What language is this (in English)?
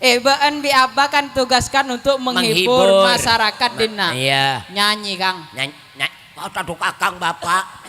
Madurese